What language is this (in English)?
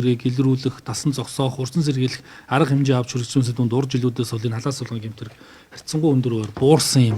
Mongolian